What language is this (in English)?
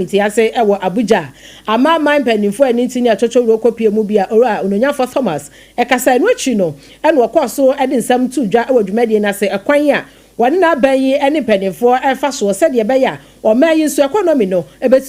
Akan